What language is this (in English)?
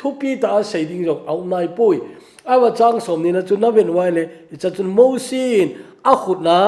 Thado Chin